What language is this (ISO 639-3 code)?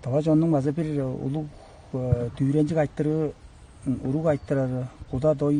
tyv